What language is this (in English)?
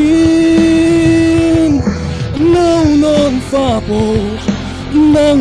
Falam Chin